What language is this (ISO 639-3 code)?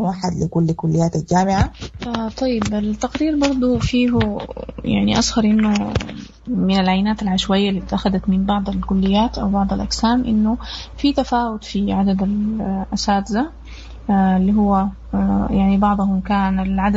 apd